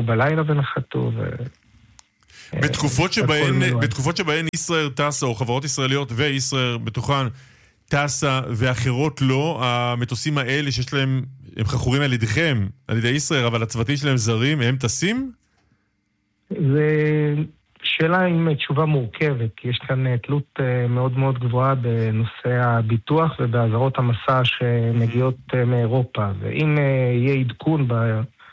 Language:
Hebrew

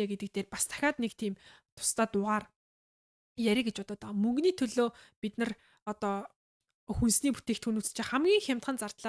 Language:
Mongolian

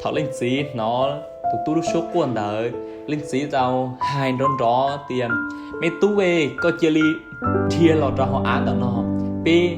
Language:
Hmong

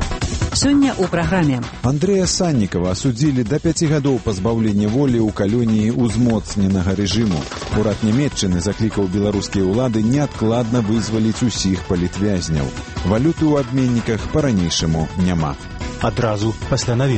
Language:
Belarusian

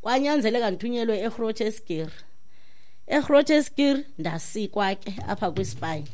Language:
Xhosa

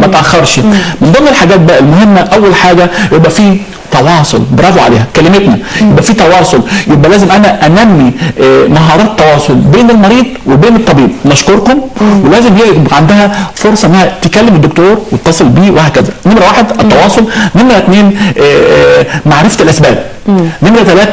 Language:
Egyptian Arabic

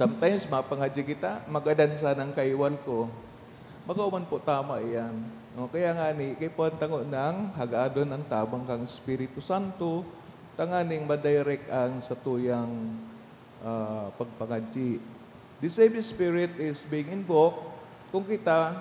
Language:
Bikol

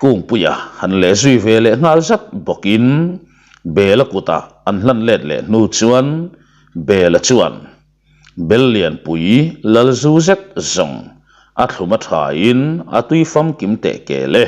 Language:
Mizo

